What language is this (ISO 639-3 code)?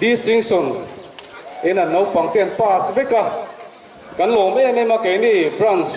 lus